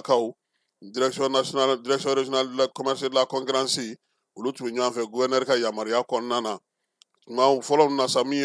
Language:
Bambara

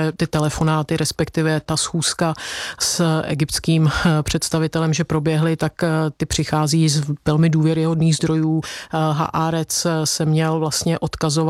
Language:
Czech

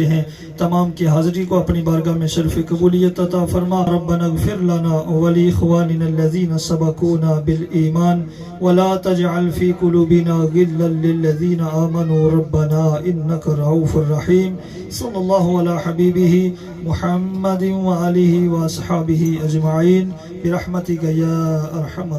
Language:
Pahari-Potwari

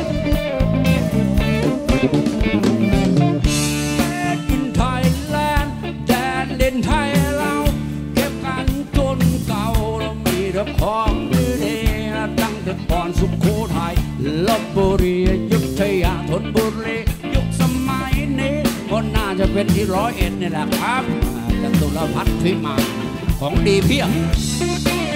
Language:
Thai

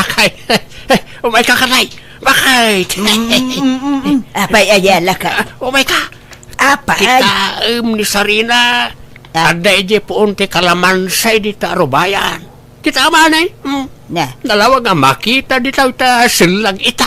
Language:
Iloko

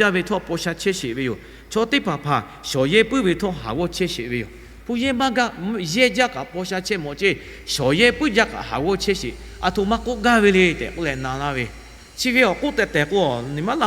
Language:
Lahu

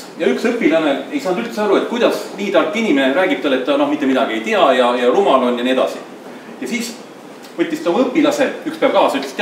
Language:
Estonian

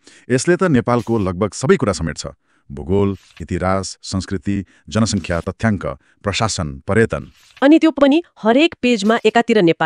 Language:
Nepali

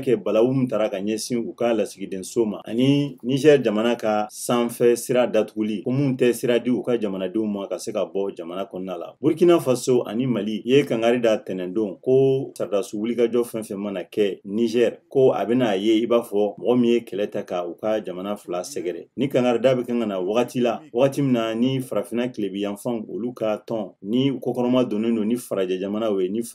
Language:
Bambara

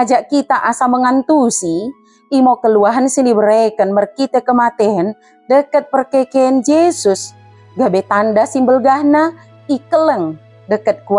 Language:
Batak Dairi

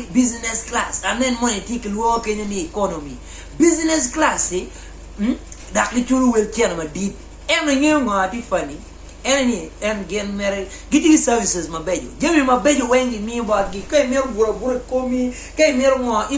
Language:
Acoli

